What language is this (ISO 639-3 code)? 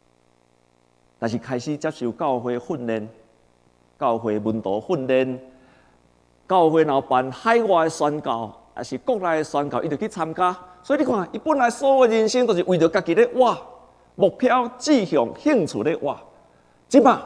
nan